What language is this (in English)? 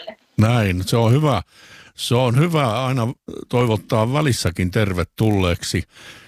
Finnish